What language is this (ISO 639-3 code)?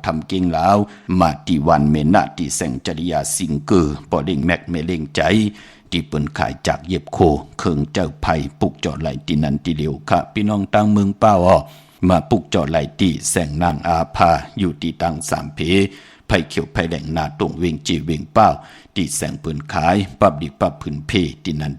shn